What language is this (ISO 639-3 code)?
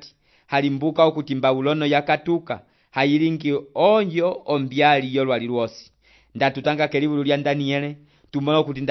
umb